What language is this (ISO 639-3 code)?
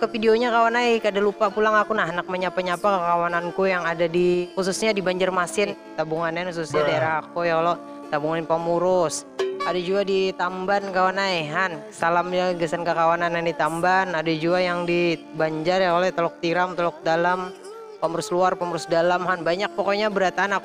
bjn